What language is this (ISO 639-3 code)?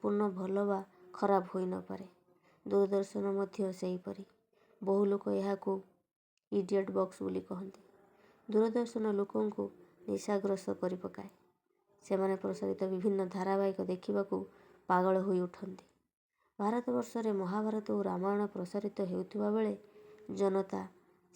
ori